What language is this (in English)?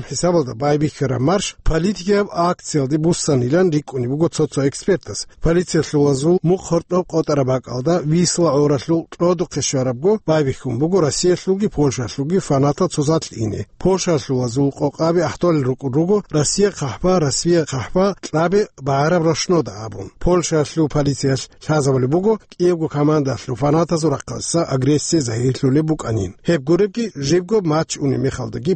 Avaric